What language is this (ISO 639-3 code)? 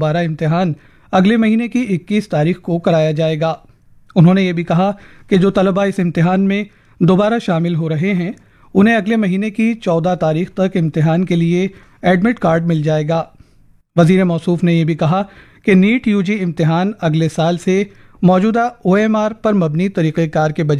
urd